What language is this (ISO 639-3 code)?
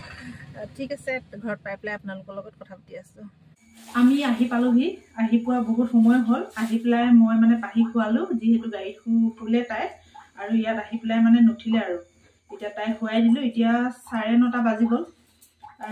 asm